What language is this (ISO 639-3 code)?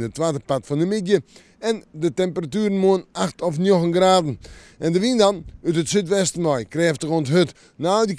fry